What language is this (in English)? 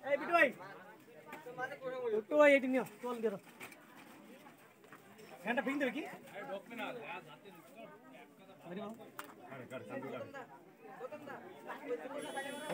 Bangla